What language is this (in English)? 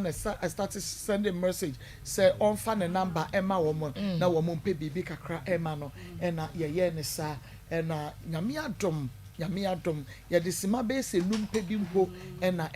Akan